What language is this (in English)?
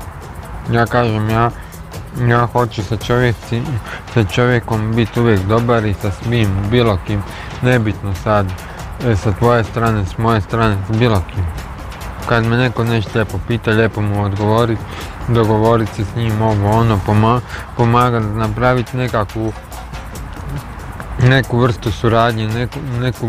Croatian